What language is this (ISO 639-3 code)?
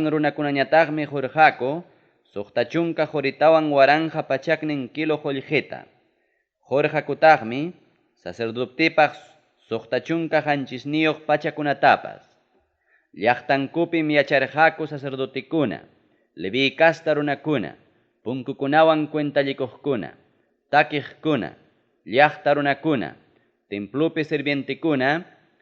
quy